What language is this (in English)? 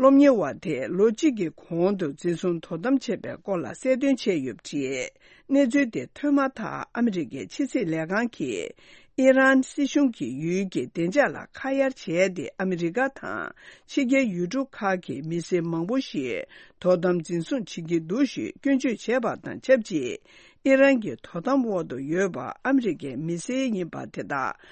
Tibetan